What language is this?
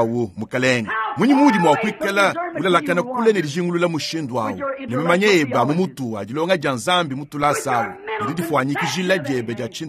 Luba-Lulua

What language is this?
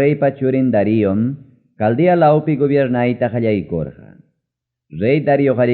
Ayacucho Quechua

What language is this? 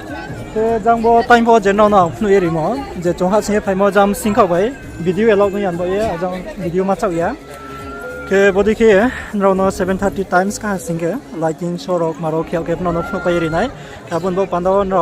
Riang (India)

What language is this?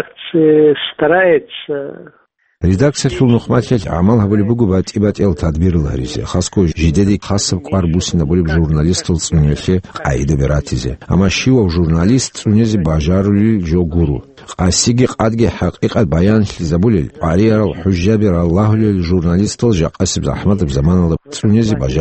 Avaric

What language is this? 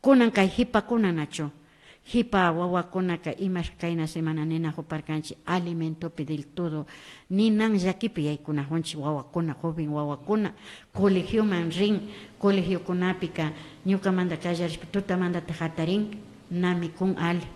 Imbabura Highland Quichua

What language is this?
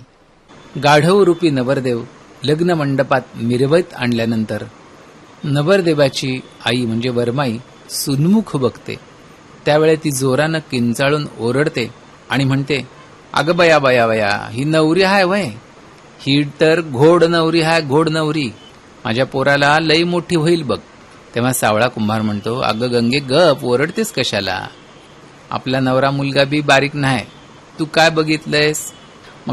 Marathi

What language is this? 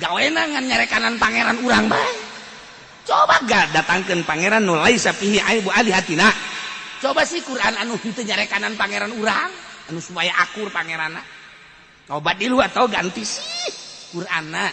Sundanese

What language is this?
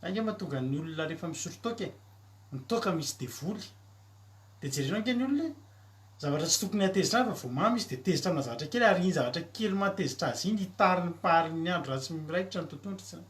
Malagasy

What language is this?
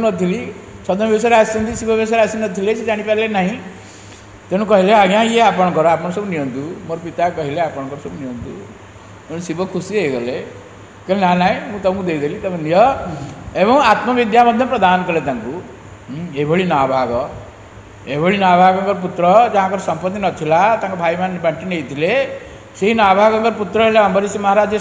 Odia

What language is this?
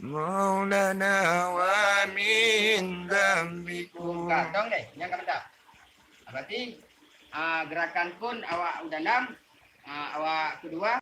Achinese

